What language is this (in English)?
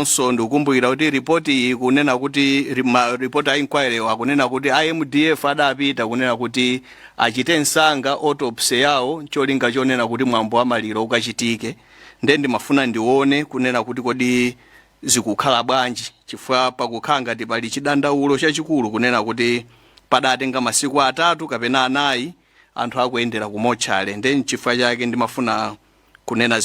Nyanja